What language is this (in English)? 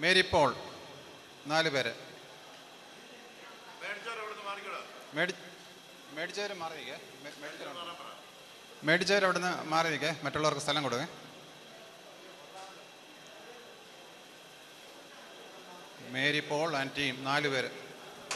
Malayalam